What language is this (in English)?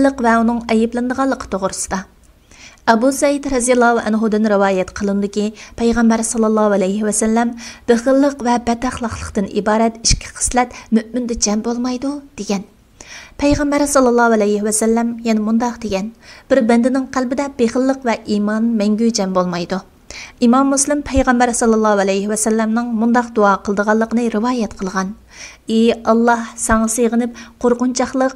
Uyghur